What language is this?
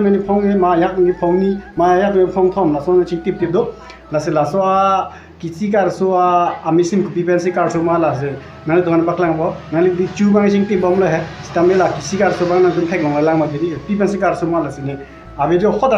Karbi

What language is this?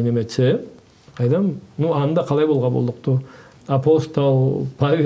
Karachay-Balkar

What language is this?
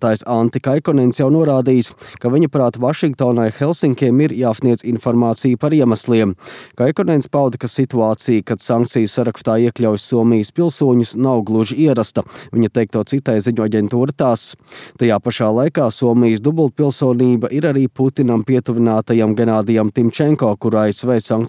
Latvian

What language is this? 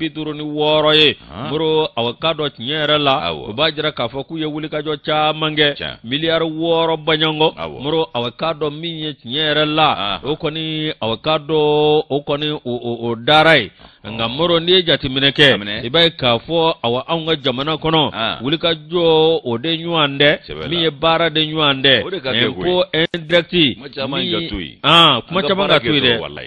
Bambara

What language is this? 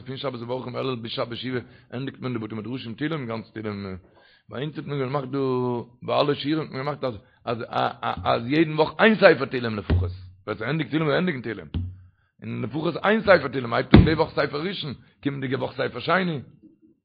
Yiddish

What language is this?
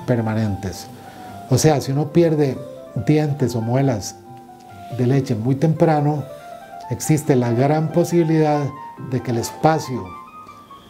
Spanish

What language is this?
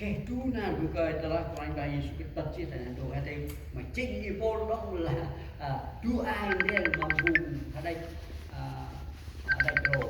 Central Mnong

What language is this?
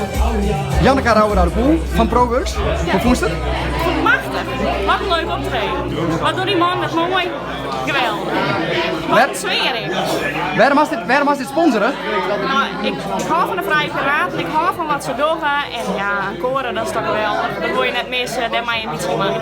Western Frisian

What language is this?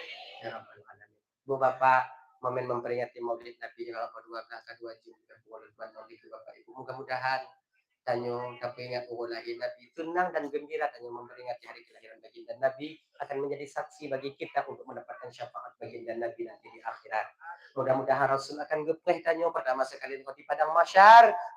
Achinese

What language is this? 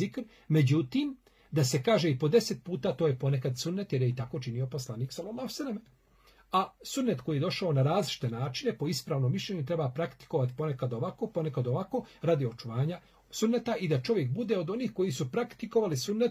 Bosnian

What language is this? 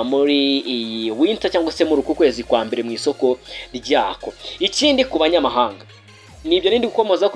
Kinyarwanda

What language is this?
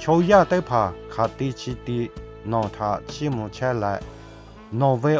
Lahu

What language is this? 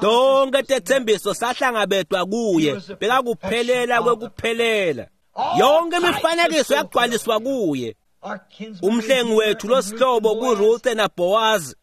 Swati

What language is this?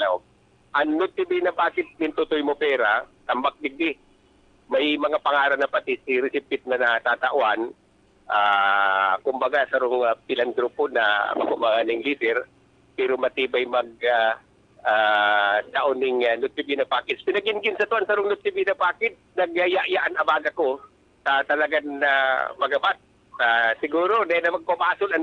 Bikol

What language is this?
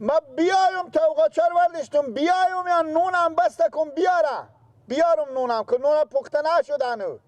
Persian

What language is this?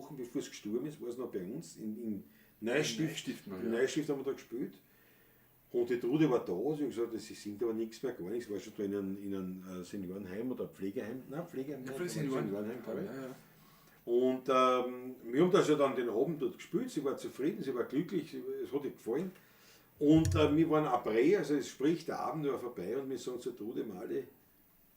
Bavarian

